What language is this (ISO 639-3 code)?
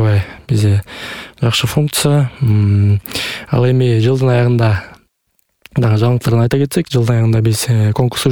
kir